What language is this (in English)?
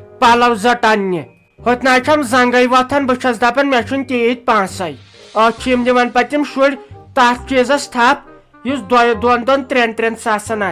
Kashmiri